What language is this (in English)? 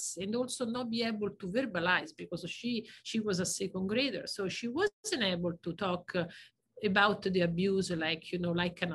English